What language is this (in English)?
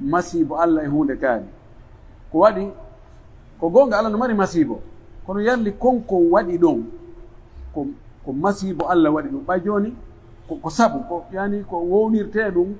Pular